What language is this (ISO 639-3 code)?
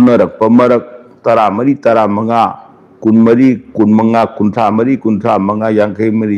mni